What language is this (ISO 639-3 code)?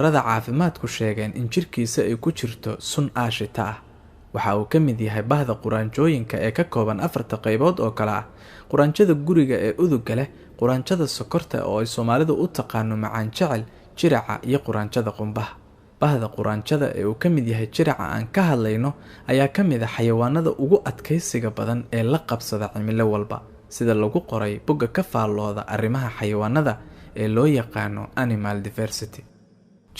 som